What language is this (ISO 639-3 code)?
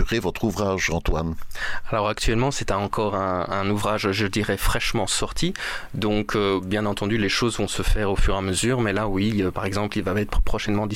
fra